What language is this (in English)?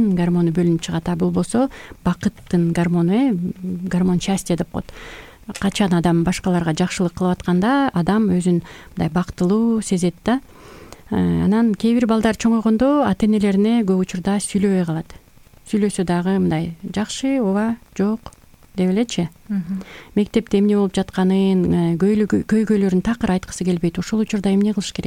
Kyrgyz